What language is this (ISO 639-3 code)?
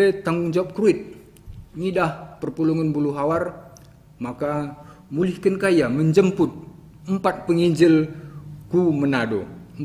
btx